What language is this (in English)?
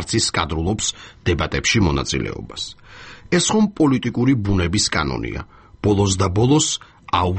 Georgian